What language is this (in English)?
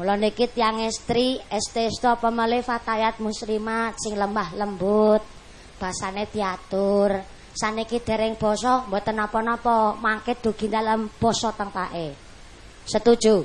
Javanese